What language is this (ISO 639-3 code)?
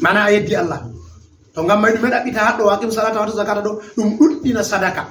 ful